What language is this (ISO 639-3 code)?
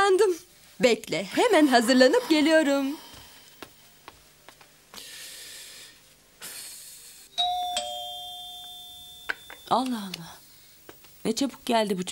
tur